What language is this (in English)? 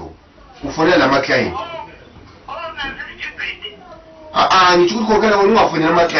Zulu